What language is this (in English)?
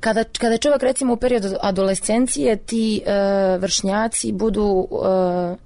Serbian